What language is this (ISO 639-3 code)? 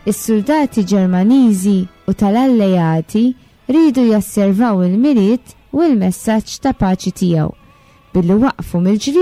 mlt